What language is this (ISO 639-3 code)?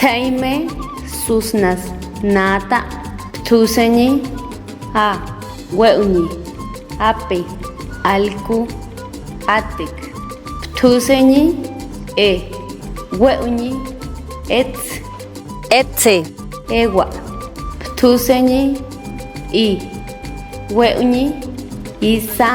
pbb